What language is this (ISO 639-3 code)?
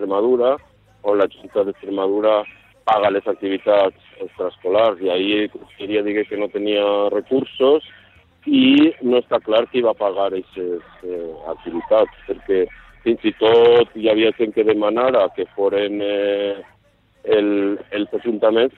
cat